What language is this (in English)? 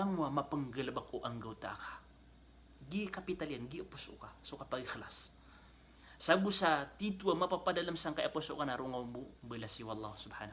Maranao